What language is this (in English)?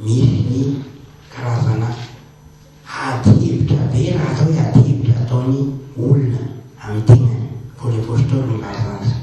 Malagasy